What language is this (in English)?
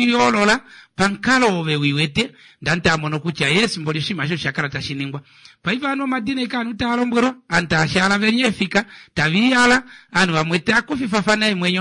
Kuanyama